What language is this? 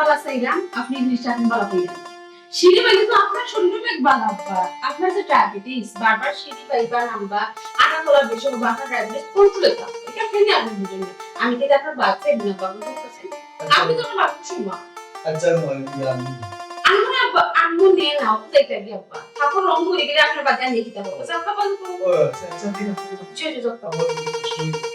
Sylheti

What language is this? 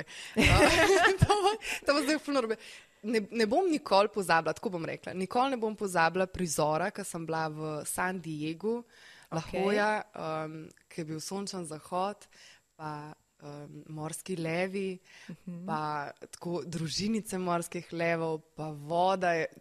Slovenian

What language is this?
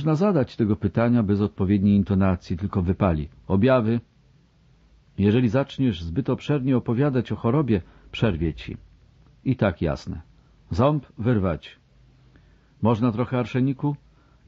Polish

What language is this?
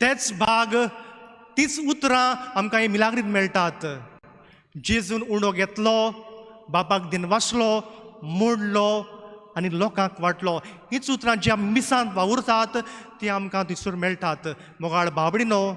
Konkani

